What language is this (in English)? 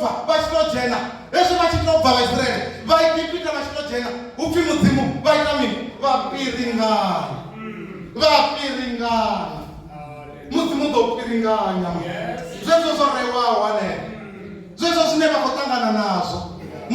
Venda